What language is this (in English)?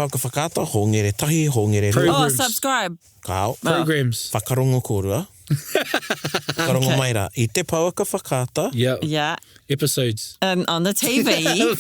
Māori